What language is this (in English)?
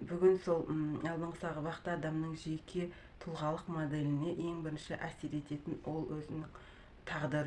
Kazakh